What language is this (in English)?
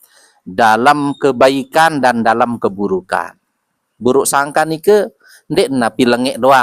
Sasak